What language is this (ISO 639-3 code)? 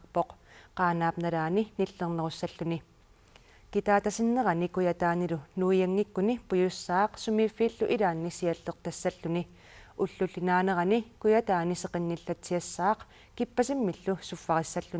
kal